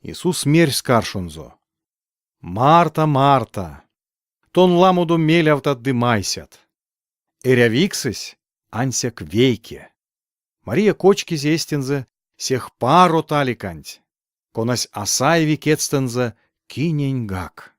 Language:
Erzya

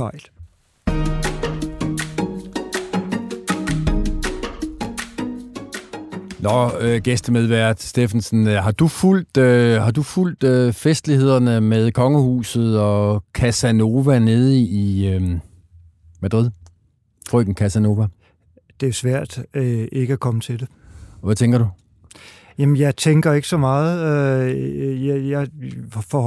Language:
Danish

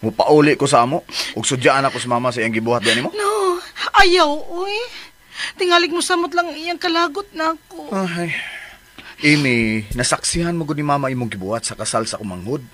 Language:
Cebuano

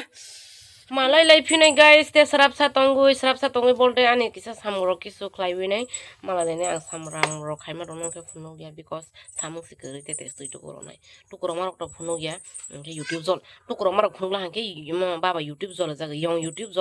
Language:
Kok Borok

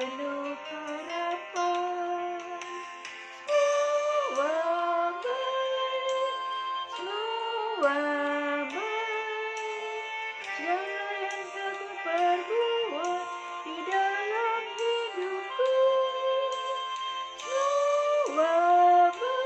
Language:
Indonesian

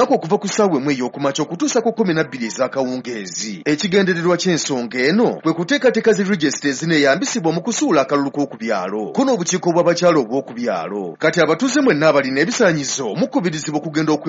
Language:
Ganda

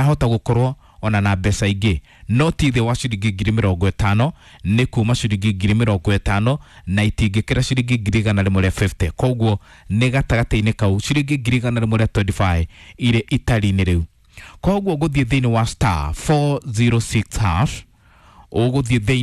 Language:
Kikuyu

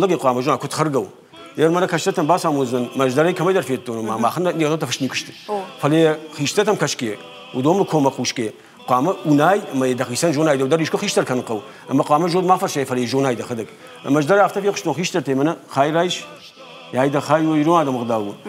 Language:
Ossetic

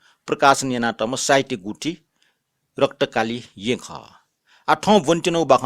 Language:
Newari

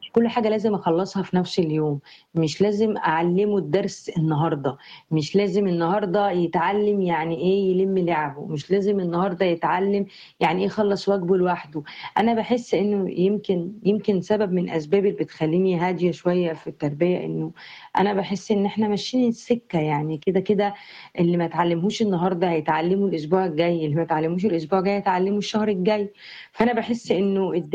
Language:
Egyptian Arabic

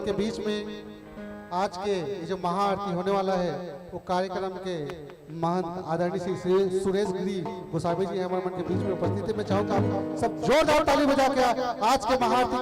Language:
Chhattisgarhi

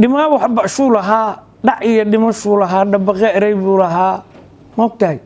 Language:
Somali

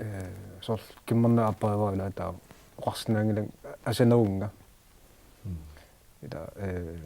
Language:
Kalaallisut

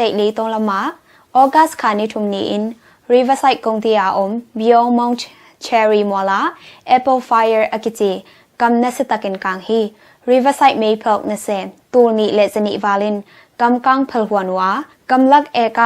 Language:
Tedim Chin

